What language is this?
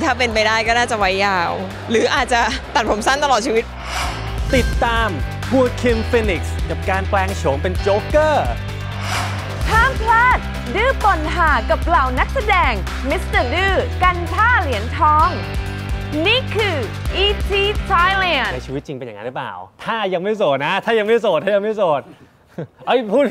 Thai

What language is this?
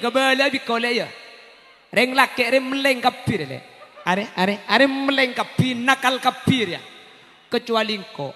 Madurese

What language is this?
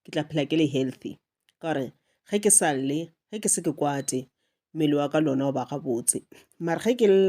Northern Sotho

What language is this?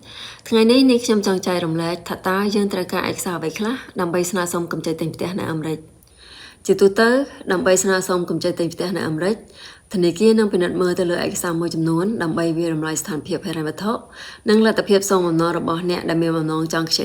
Khmer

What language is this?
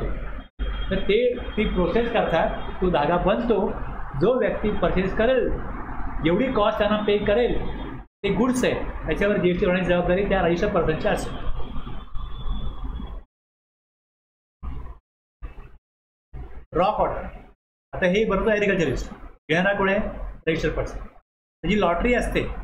Marathi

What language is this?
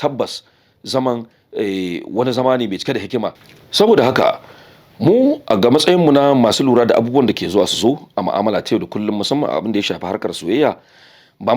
Hausa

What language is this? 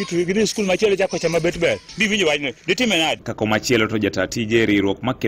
Luo (Kenya and Tanzania)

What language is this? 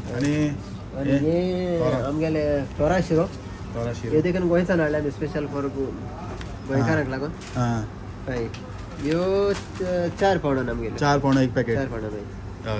Konkani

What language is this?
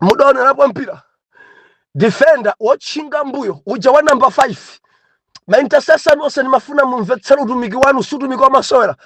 Nyanja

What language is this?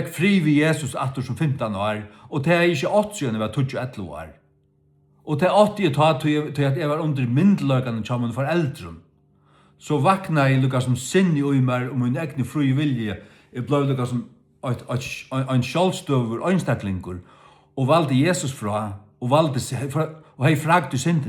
Faroese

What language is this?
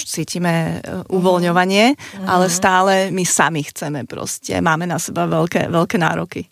Slovak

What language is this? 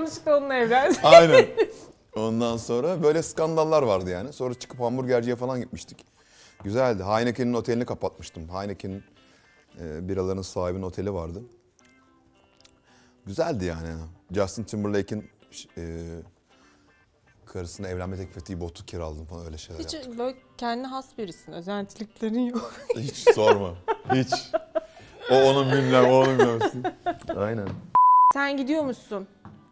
Turkish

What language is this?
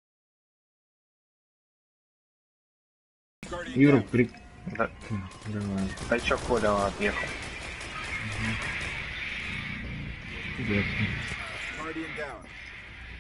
Russian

